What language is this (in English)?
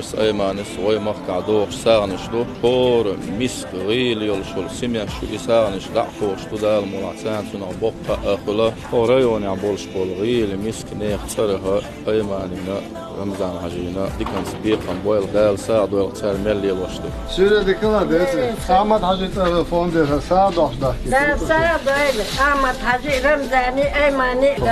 Chechen